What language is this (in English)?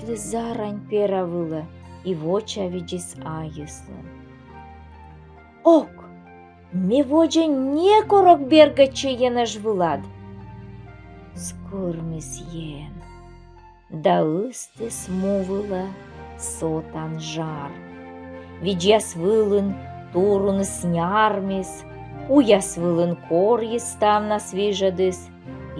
Komi